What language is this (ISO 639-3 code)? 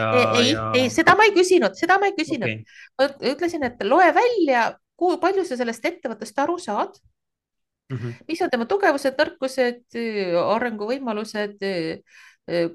est